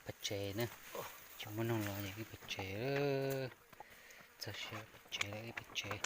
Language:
Hmong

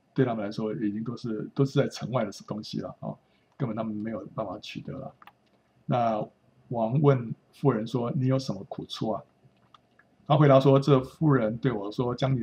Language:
Chinese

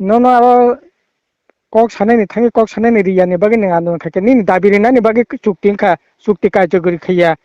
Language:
Kok Borok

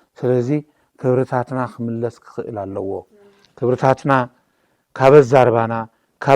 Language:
Tigrinya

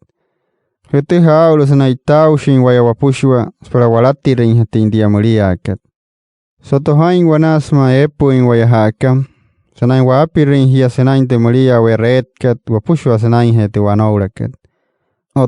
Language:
Wayuu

